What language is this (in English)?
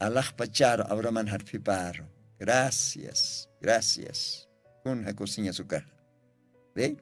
Aymara